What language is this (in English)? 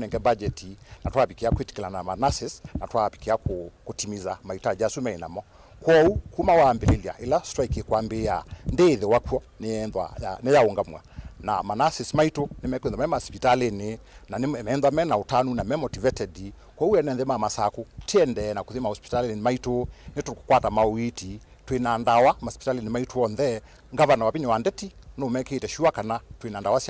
Kamba